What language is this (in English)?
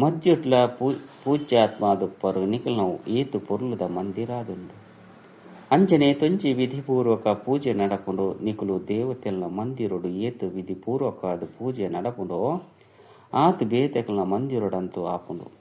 Tulu